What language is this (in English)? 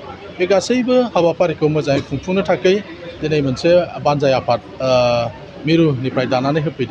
Bodo